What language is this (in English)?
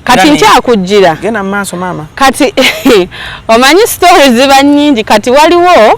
Ganda